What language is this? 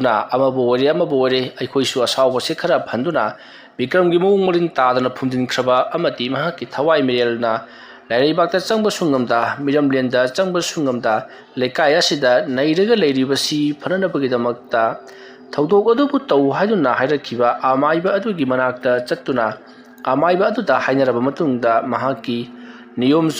Manipuri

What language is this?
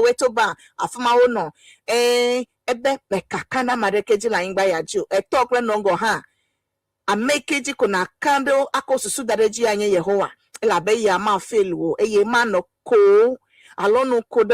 Ewe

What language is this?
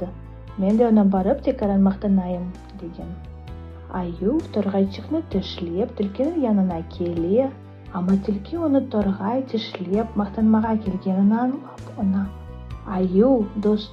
Crimean Tatar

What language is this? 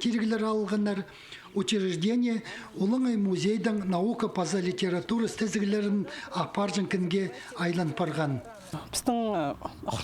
Khakas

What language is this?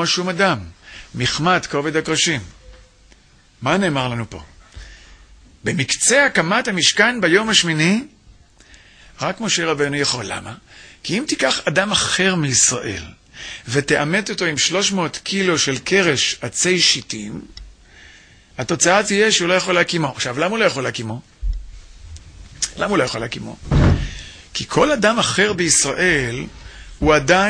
Hebrew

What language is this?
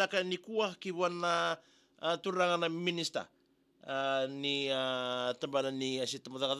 Fijian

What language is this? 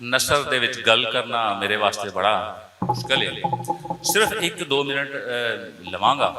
Western Panjabi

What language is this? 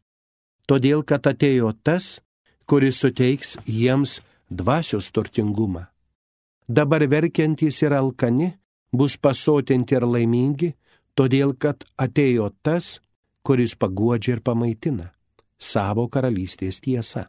Lithuanian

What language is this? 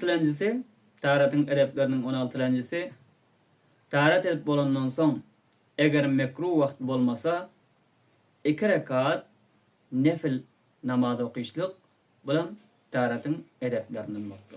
Turkmen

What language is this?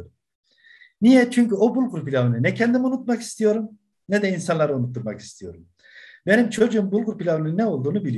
Turkish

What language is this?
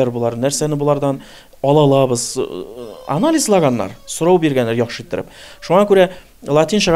Tatar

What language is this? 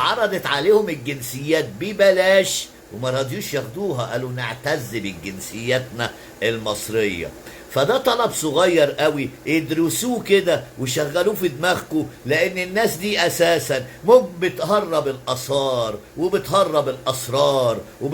Egyptian Arabic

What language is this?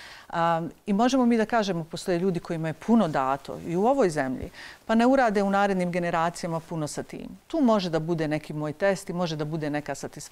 Bosnian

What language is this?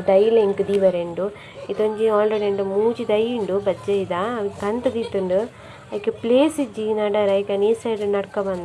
Tulu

